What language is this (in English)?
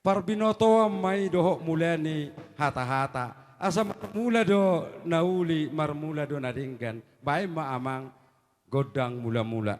Batak Toba